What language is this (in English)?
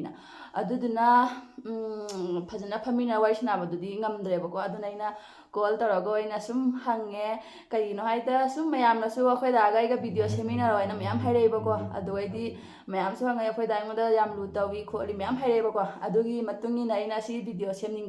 Manipuri